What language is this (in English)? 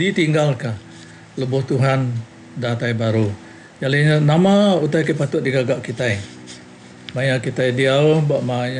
Iban